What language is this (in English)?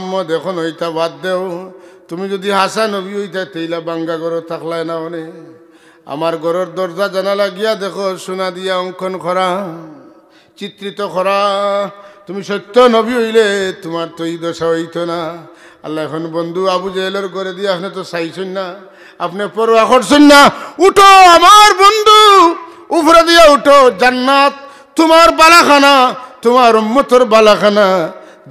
Sylheti